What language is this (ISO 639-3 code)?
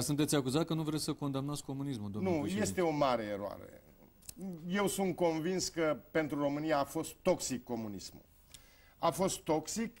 ron